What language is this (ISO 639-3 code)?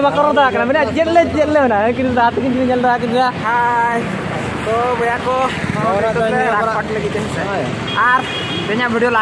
sat